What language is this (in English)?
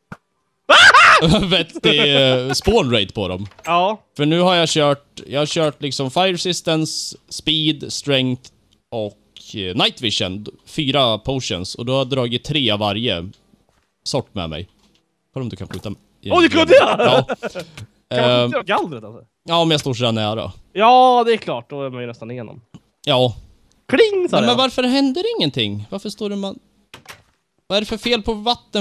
Swedish